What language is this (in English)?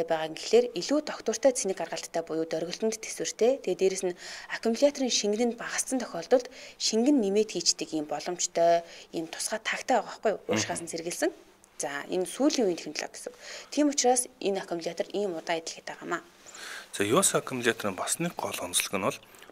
Mongolian